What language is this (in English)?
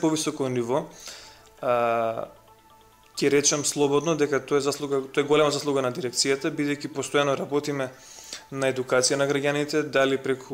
Macedonian